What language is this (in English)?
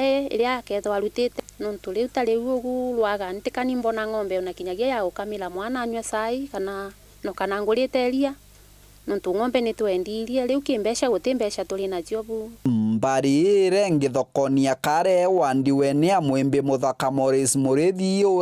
Meru